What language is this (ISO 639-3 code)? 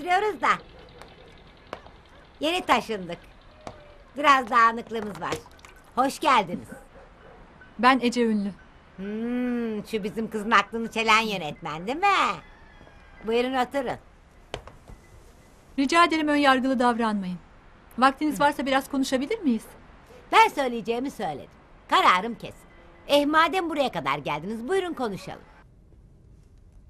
tur